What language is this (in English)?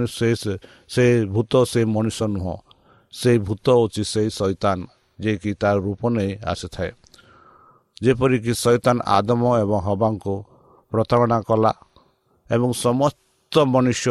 Odia